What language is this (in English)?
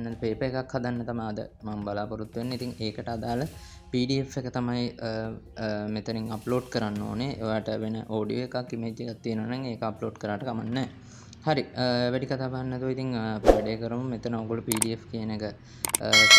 Sinhala